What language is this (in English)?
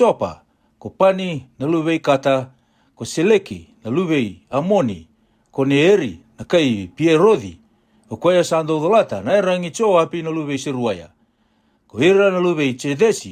Fijian